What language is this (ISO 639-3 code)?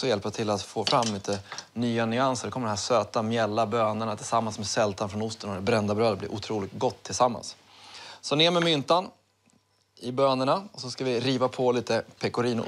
swe